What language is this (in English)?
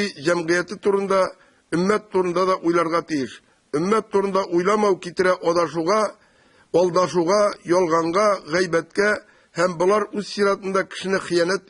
Tatar